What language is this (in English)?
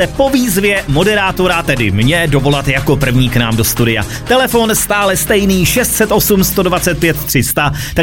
Czech